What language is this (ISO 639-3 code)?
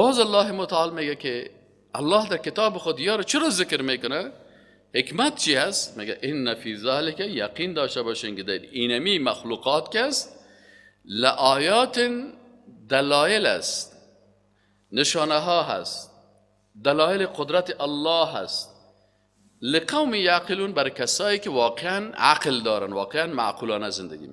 fas